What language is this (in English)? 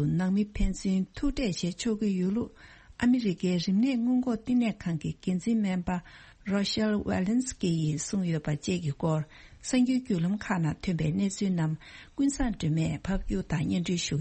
Tibetan